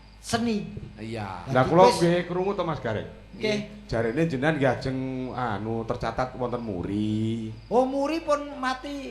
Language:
Javanese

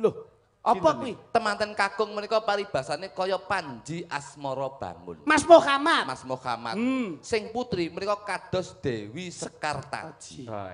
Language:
Javanese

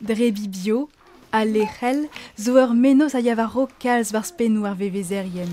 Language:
Breton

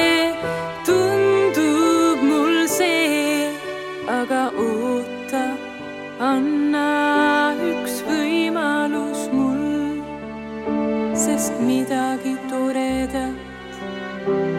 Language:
Estonian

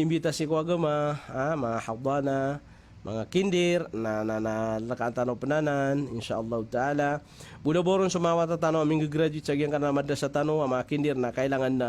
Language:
Maranao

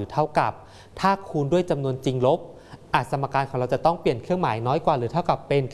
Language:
Thai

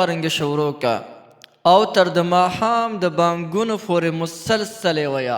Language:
Pashto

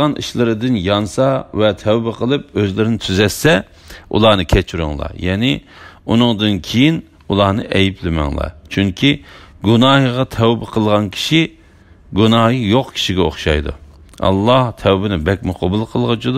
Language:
Uyghur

